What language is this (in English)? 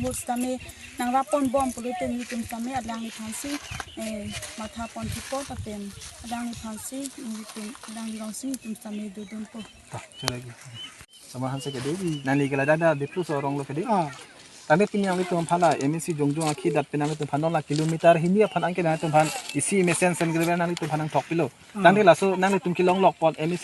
Karbi